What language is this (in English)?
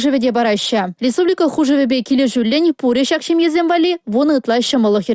Chuvash